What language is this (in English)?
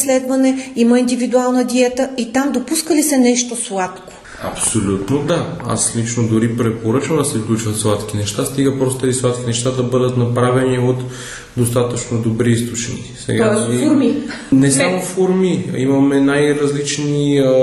Bulgarian